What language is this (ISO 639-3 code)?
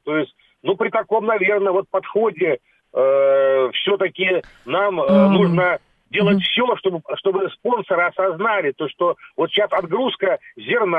rus